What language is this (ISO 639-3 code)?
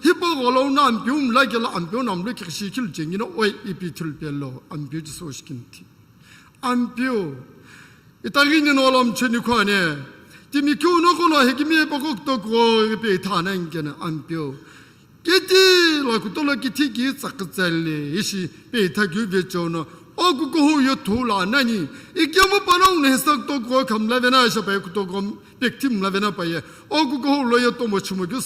nsm